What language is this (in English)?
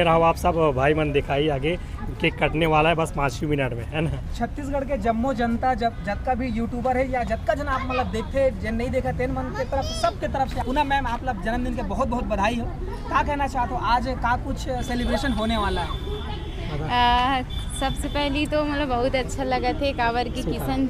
Chhattisgarhi